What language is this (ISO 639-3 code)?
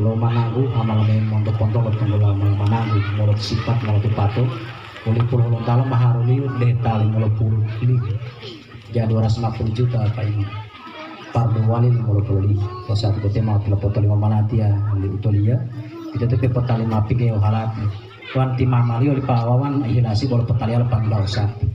gor